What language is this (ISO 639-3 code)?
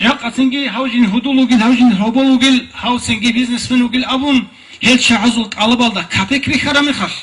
ava